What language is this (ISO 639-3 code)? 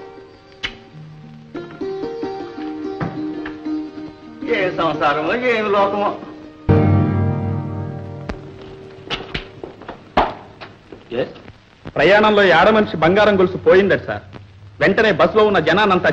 tel